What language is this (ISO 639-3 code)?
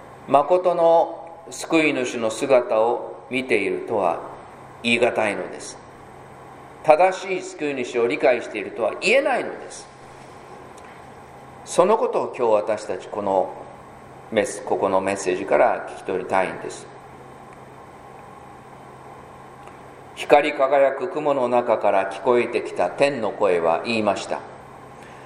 jpn